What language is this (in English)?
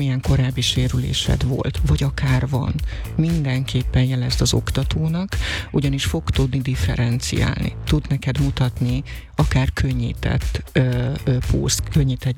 Hungarian